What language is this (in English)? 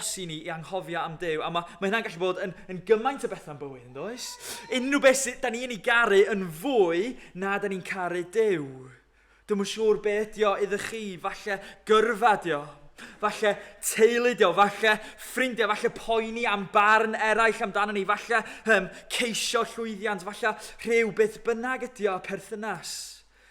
Welsh